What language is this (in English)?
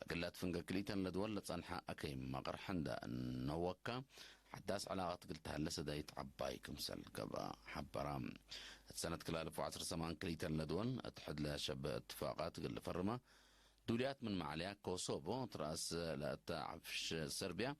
Tigre